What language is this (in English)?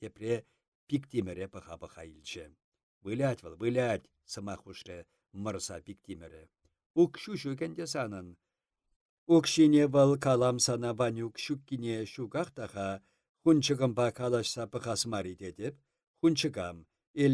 Chuvash